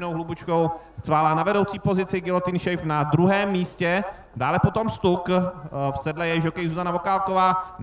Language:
Czech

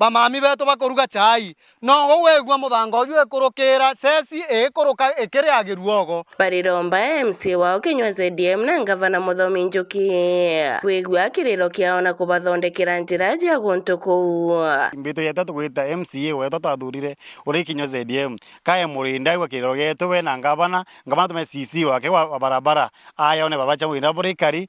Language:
Meru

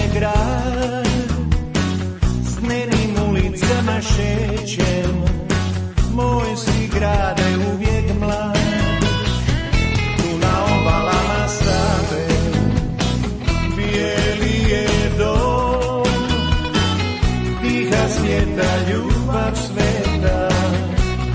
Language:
Croatian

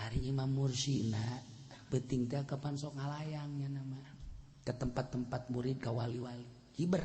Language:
Sundanese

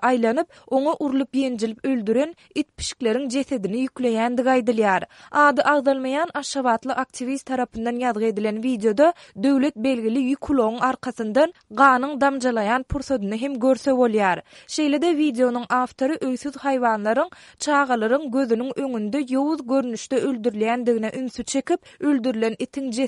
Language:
Turkmen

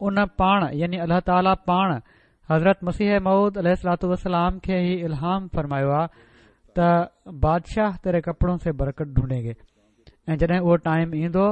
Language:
Sindhi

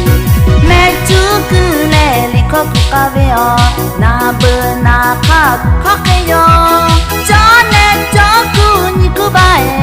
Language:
Lahu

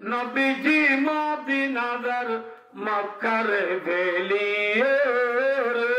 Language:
Rohingya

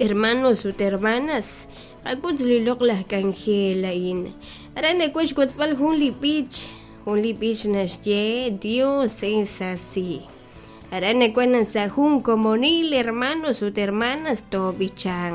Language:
Kekchí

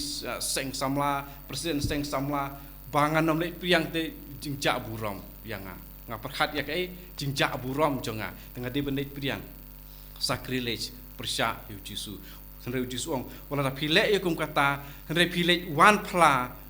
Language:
Khasi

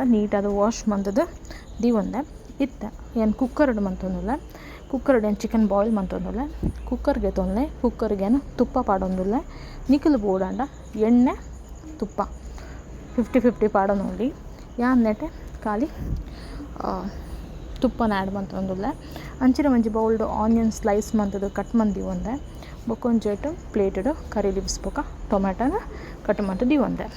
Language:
Tulu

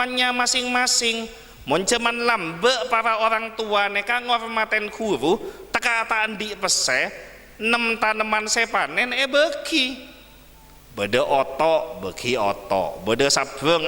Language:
Madurese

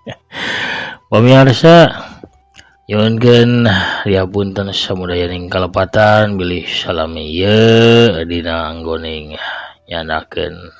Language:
Sundanese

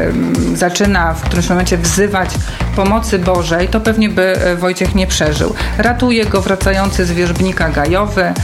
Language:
Polish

